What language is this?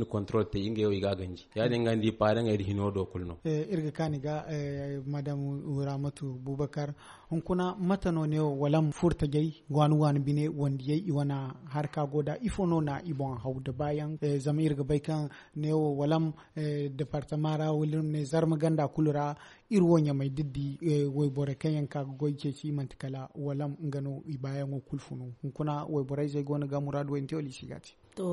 Zarma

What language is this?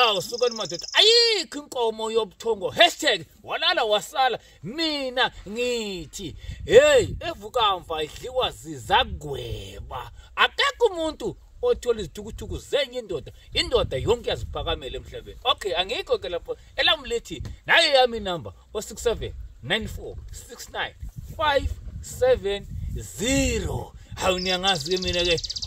Zulu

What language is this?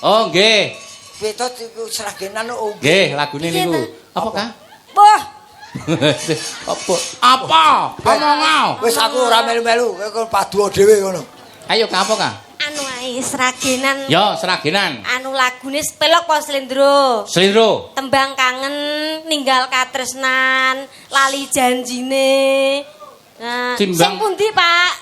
Javanese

